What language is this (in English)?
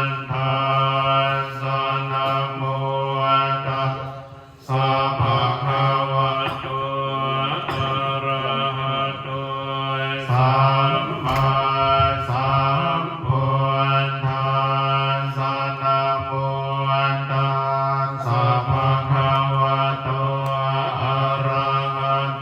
Pali